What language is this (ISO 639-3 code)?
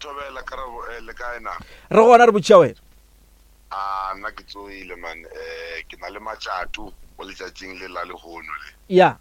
nso